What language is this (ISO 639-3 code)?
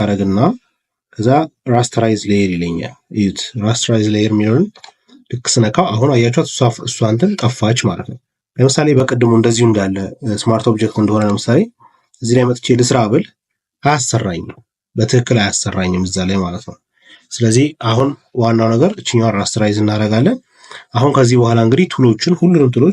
amh